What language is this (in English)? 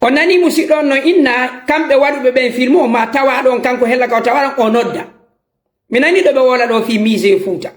Fula